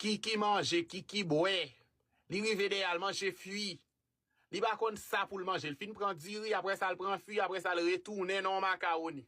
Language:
Haitian Creole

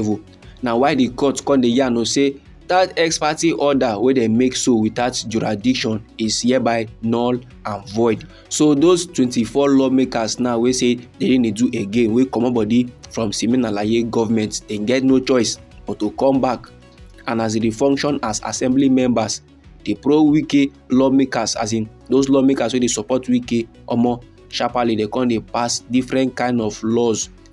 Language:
Nigerian Pidgin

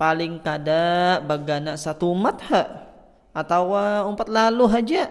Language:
Banjar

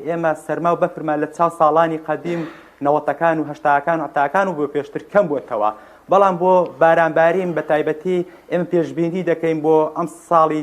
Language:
Central Kurdish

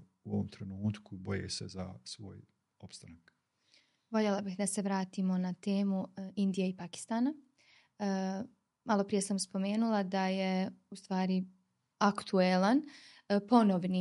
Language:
Bosnian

